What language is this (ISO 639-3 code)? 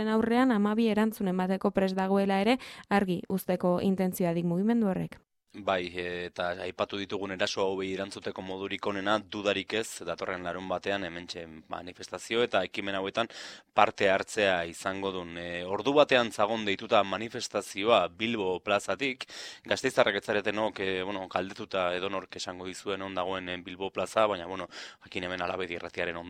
eus